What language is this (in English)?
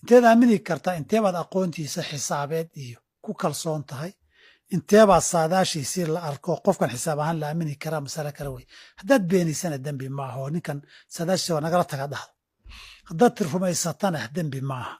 Somali